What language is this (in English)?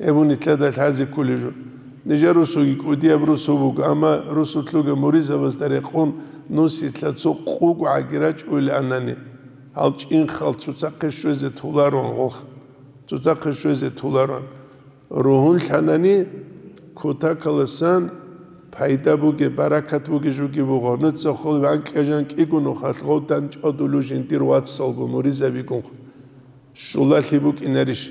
Avaric